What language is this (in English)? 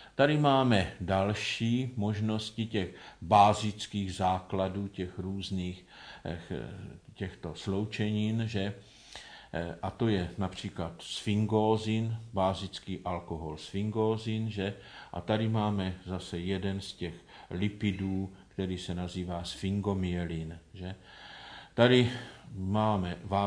Czech